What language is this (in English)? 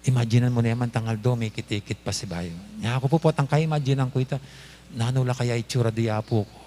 Pampanga